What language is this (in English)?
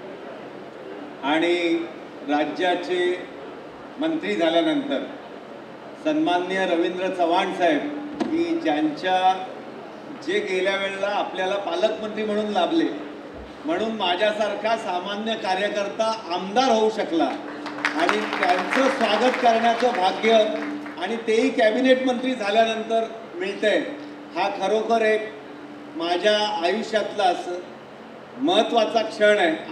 Marathi